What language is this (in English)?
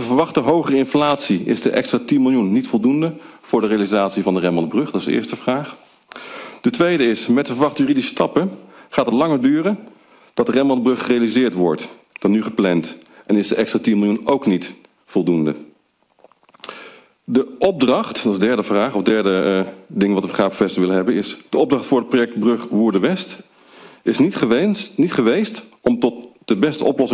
Dutch